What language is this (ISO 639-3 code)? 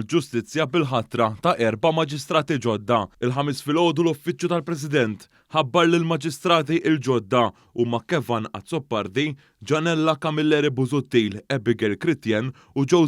mlt